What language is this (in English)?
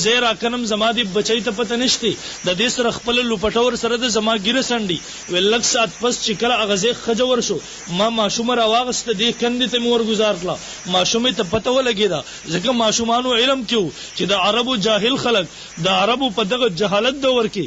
Pashto